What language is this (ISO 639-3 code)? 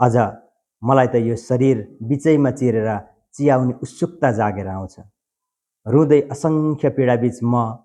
nep